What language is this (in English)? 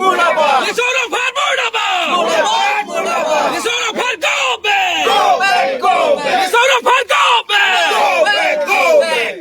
Karbi